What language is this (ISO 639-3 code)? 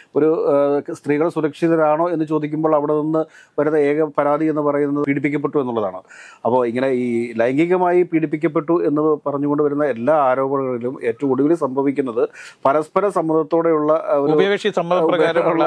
mal